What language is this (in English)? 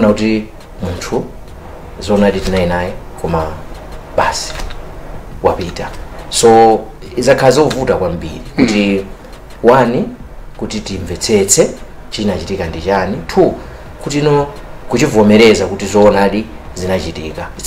Nyanja